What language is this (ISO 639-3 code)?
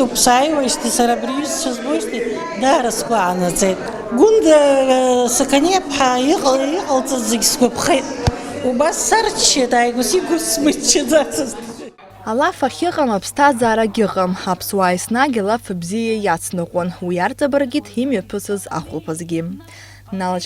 abk